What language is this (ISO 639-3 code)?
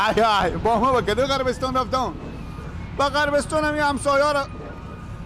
fas